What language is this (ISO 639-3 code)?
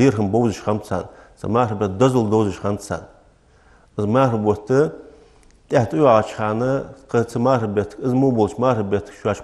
inh